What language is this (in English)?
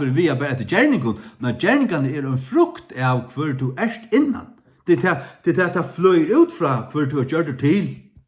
Faroese